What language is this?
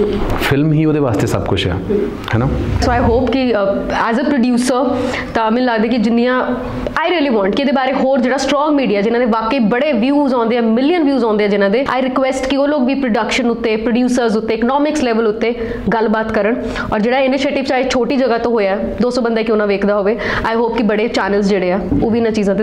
Punjabi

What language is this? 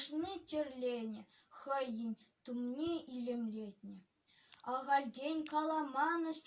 Chuvash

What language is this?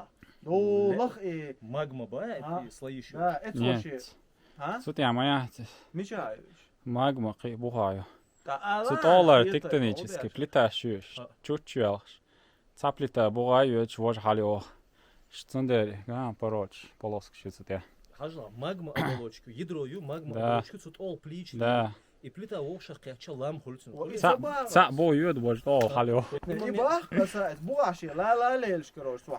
Chechen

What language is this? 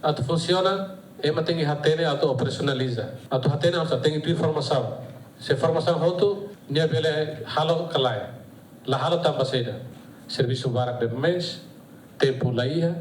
Tetum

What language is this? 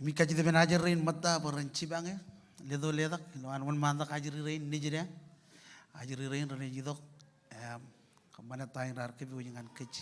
Marshallese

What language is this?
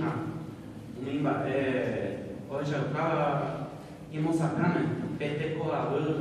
Guarani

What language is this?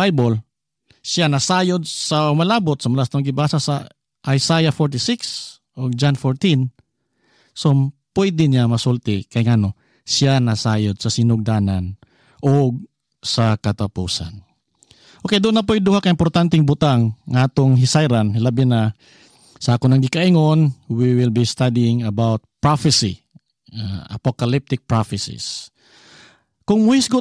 Cebuano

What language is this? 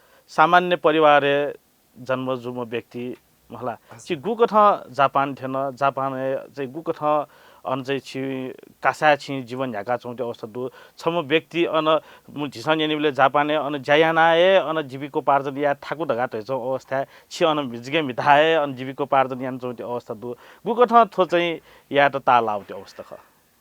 Newari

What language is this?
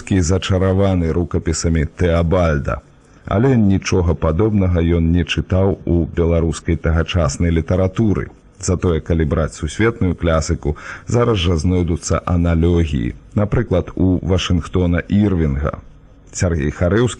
Belarusian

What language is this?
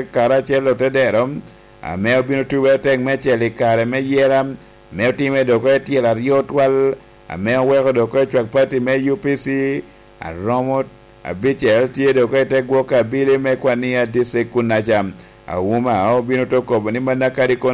Lango (Uganda)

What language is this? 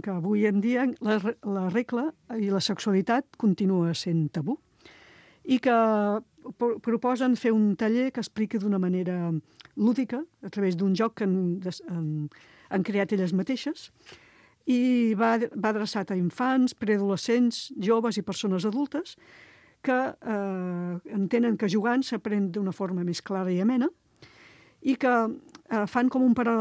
Catalan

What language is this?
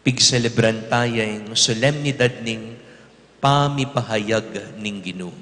Pampanga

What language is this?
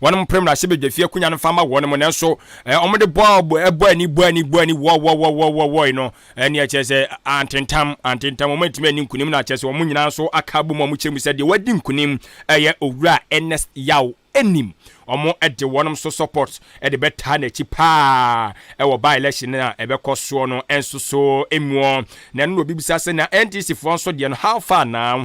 Akan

